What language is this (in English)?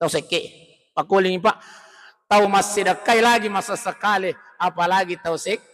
Buginese